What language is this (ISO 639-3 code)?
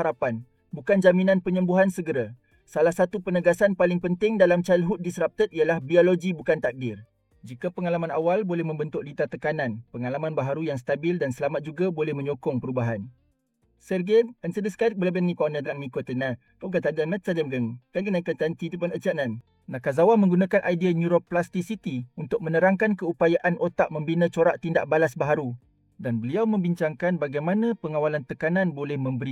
msa